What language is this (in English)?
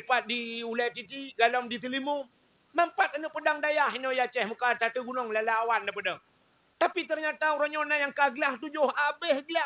Achinese